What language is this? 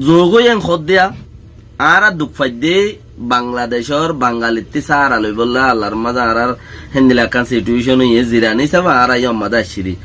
Rohingya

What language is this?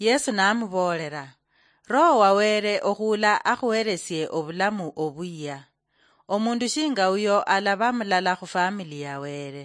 Luyia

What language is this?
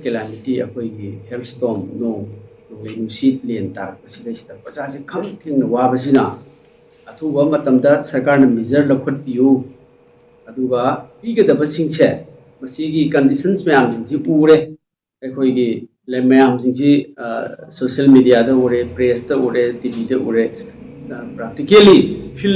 Manipuri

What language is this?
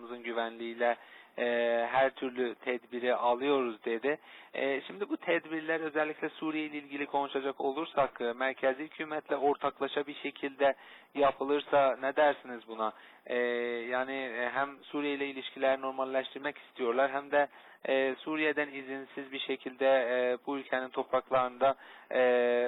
Turkish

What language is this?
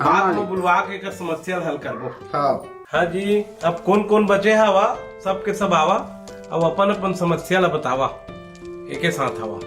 Chhattisgarhi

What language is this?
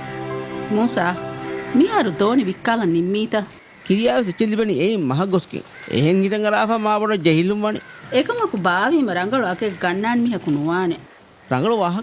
Divehi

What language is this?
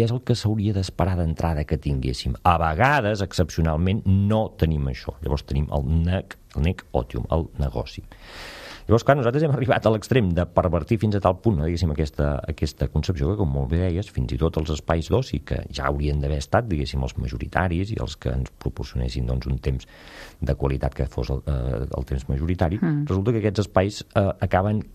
Catalan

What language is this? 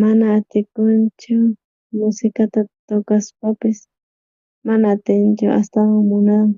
South Bolivian Quechua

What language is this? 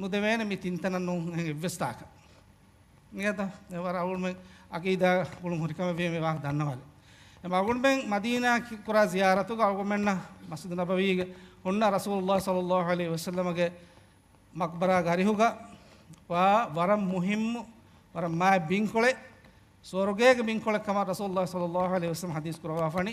Divehi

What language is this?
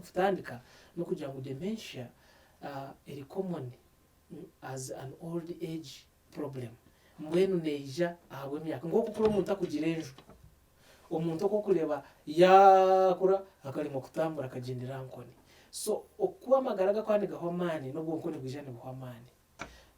Nyankole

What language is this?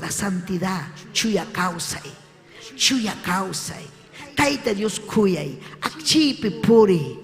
Ayacucho Quechua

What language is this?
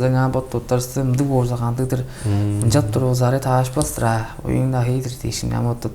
Tuvinian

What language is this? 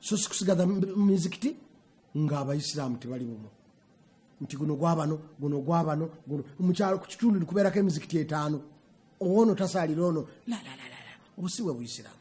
Ganda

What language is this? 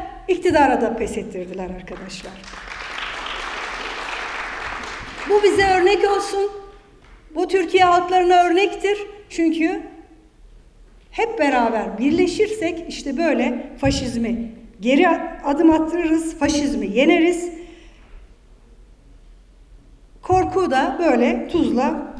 Turkish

